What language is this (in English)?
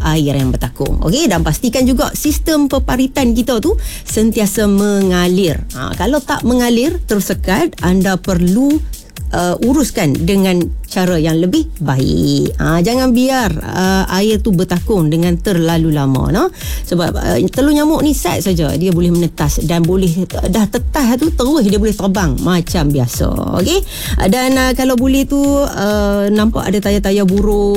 Malay